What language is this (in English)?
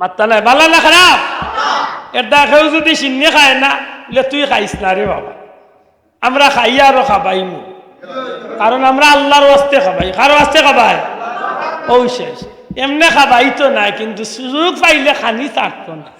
Sylheti